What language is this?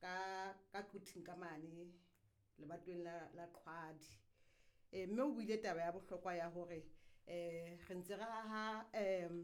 Southern Sotho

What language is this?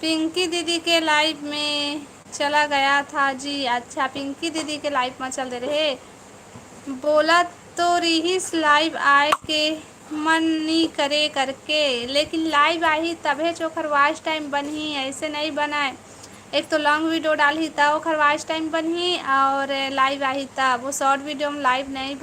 Chhattisgarhi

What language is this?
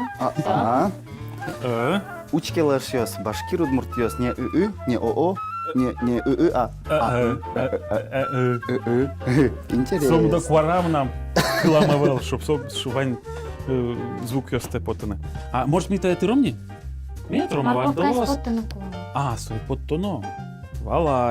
Udmurt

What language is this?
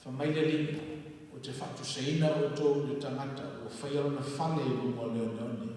Samoan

